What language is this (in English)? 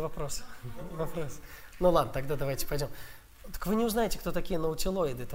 Russian